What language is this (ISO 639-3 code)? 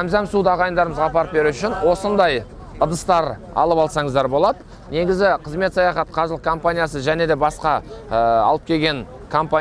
kaz